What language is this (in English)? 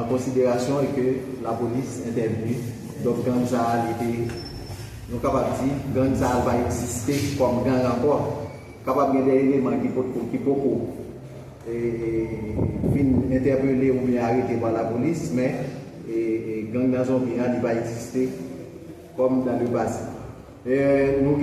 Haitian Creole